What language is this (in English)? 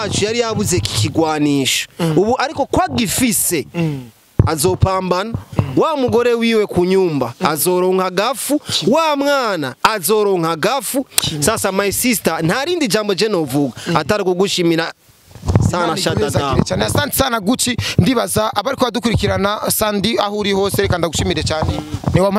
Rundi